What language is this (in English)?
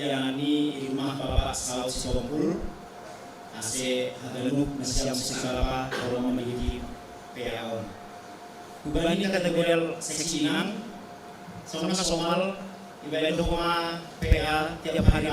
Batak Simalungun